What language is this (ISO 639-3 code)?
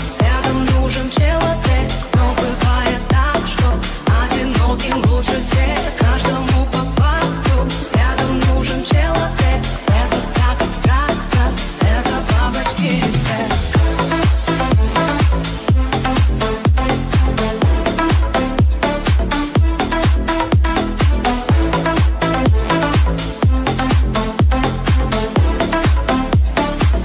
rus